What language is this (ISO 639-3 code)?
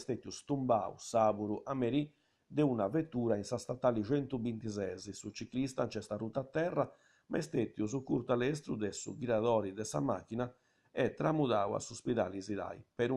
srd